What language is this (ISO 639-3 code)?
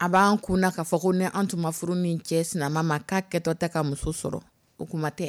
dyu